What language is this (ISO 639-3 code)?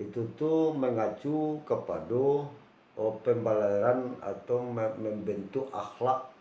min